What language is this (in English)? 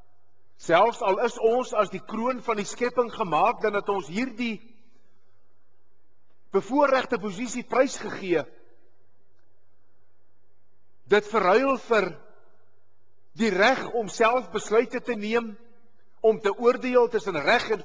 Afrikaans